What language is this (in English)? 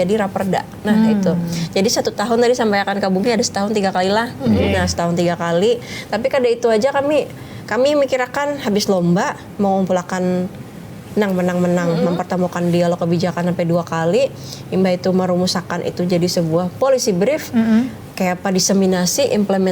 Banjar